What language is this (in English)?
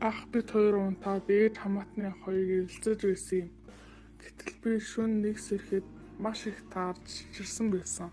Mongolian